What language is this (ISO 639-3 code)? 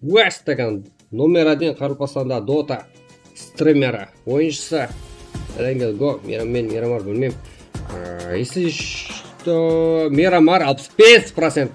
kaa